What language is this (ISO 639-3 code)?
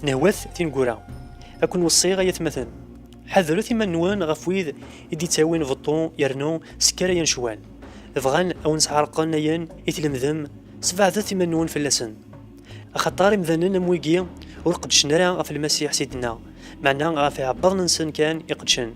kab